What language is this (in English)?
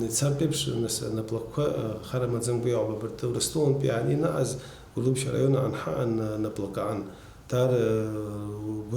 Abkhazian